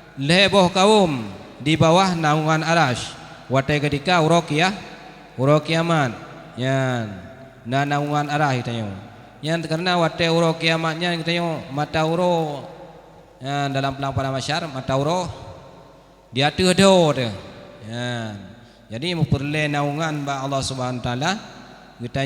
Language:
Achinese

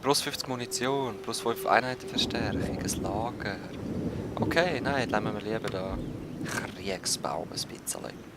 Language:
Swiss German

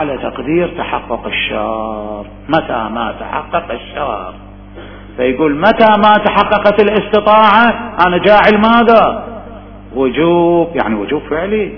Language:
Mesopotamian Arabic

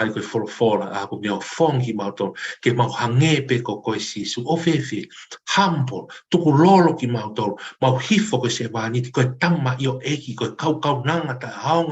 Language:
Tongan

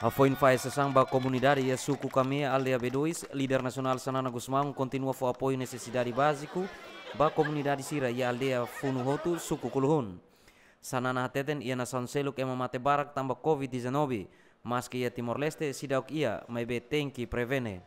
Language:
Tetum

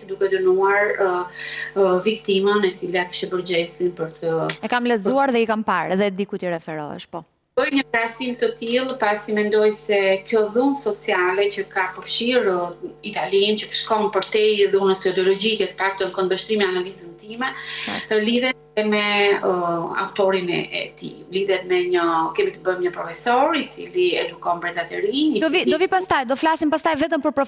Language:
Albanian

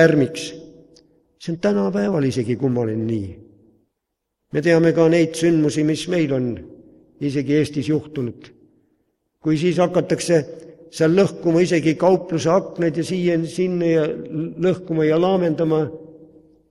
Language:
Estonian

